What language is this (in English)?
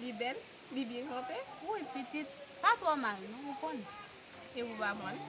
Haitian Creole